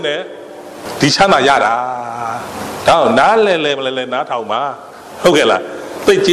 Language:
Burmese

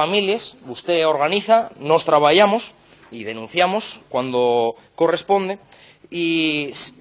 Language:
Asturian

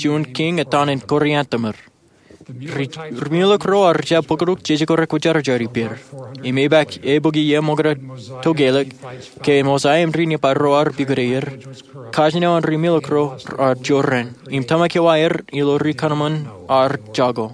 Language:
Marshallese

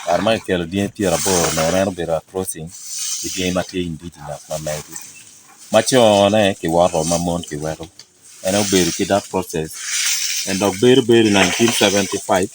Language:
Acoli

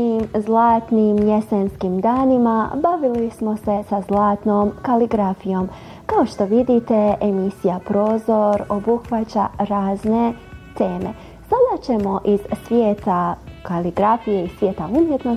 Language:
Bosnian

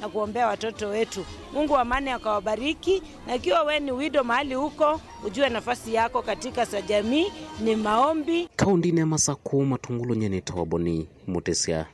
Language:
Kamba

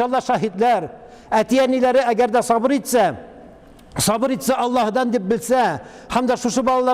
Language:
Tatar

